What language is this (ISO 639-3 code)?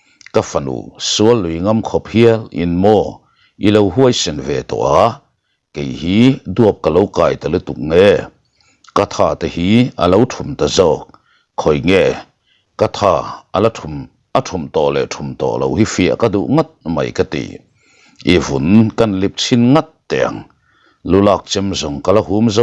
lus